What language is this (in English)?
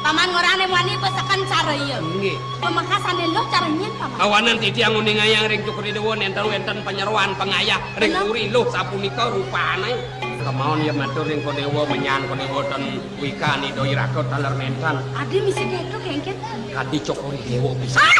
Balinese